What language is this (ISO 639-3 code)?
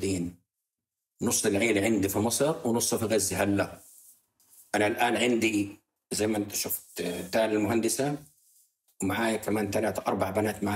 apc